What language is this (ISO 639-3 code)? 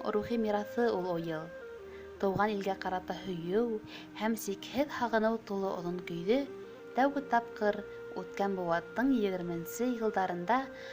bak